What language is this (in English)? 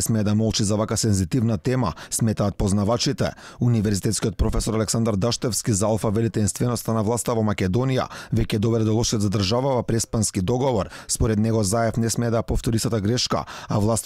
Macedonian